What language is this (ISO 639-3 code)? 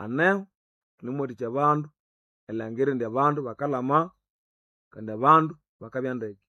nnb